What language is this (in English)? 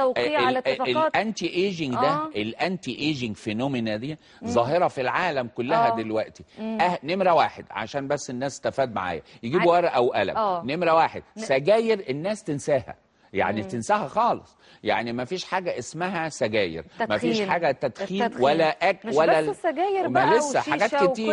Egyptian Arabic